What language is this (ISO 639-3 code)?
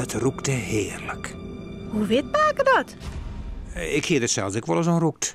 fry